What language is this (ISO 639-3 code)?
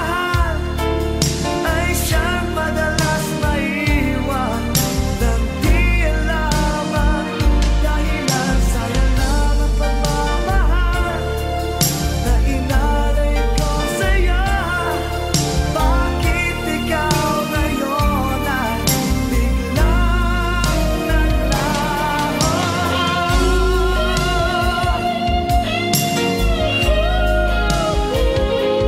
fil